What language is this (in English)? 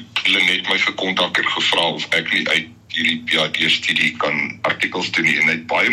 Afrikaans